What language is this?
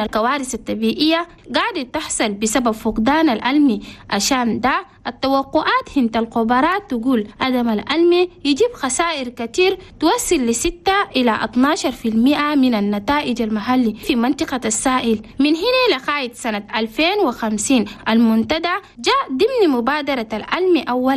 Chadian Arabic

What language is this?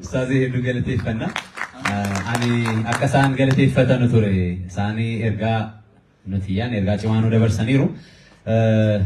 Oromo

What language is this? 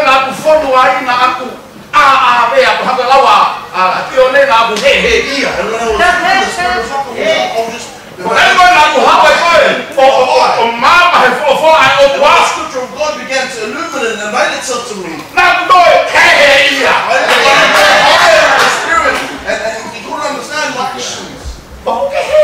Tongan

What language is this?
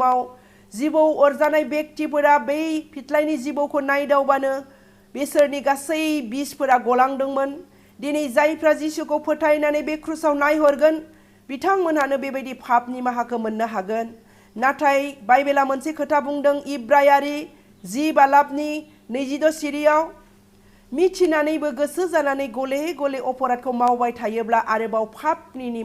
Bodo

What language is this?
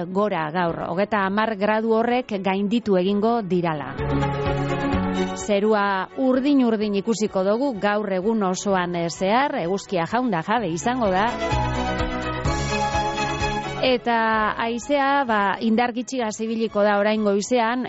Basque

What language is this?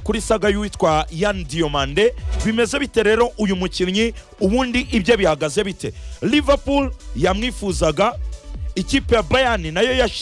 Kinyarwanda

